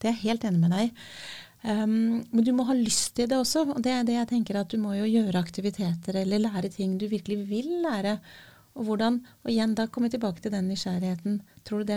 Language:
Norwegian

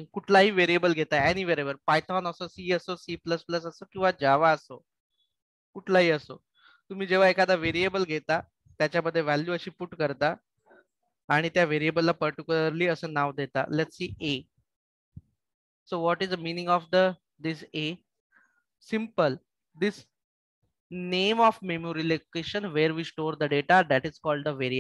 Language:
Marathi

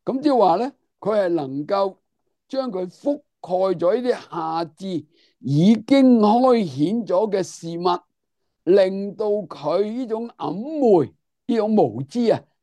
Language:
Cantonese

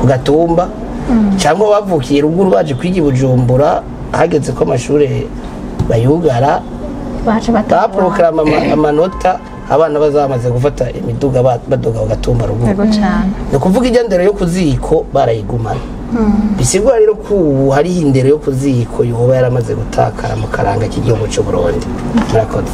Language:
Rundi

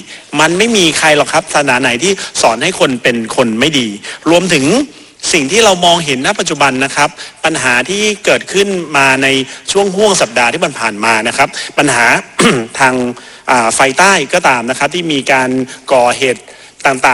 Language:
Thai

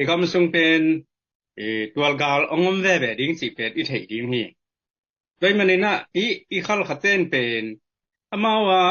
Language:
Tedim Chin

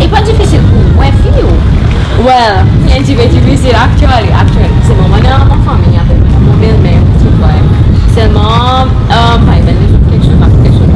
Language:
Seselwa Creole French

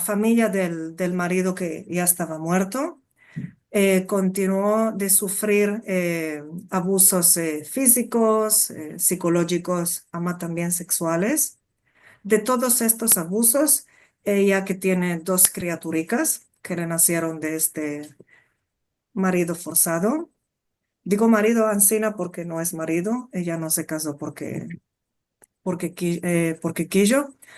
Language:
Ladino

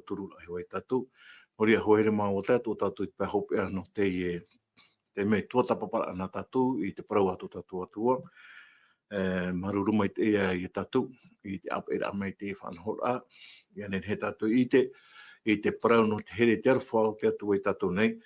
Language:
Tahitian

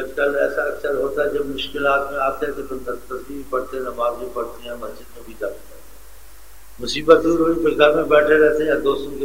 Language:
Urdu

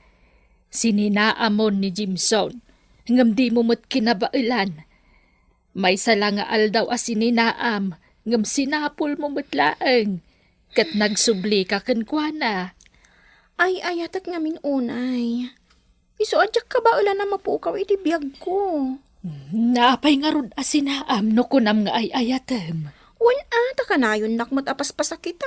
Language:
Iloko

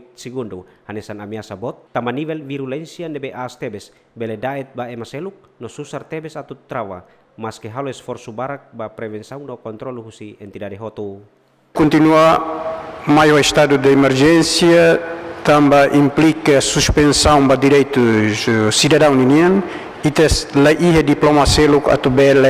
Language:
Tetum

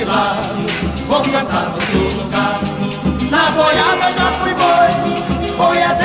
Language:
Portuguese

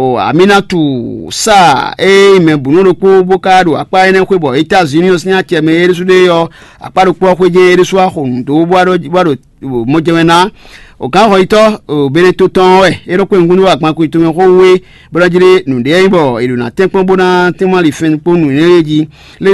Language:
Fon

